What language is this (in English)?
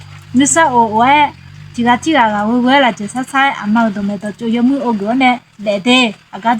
Akha